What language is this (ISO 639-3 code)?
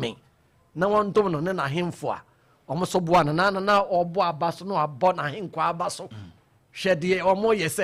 aka